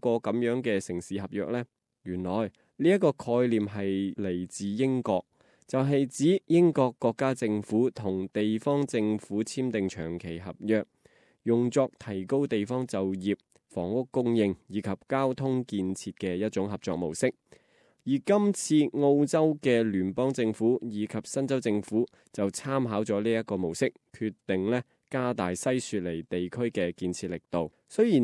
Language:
Cantonese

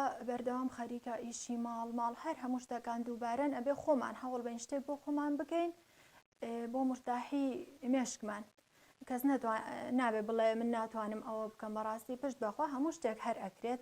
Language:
Central Kurdish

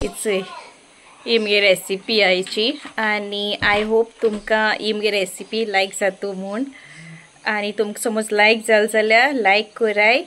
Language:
Konkani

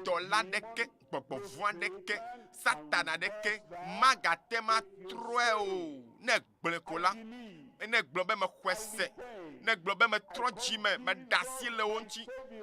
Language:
Ewe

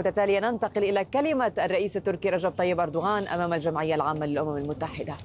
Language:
Arabic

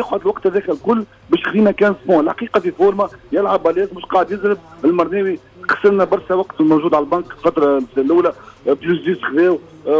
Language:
Tunisian Arabic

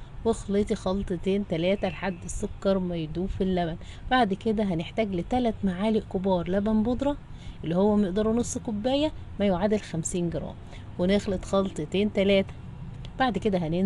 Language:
Egyptian Arabic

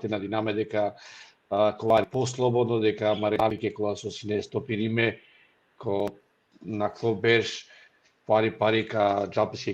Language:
Balkan Romani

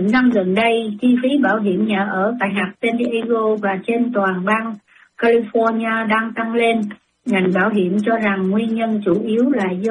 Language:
Vietnamese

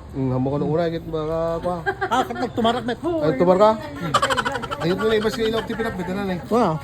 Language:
Iloko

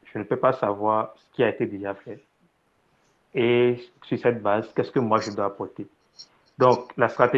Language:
French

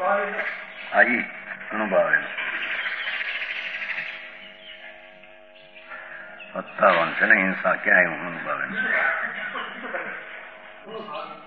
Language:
Gujarati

